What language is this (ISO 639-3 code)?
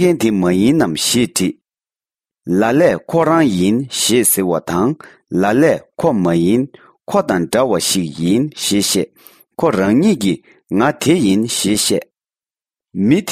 bod